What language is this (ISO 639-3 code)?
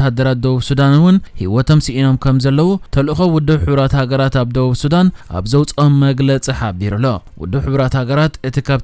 tir